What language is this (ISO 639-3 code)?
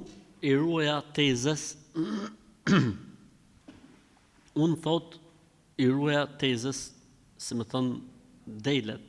sqi